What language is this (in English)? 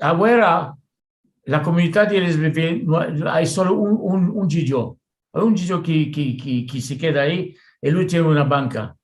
Ladino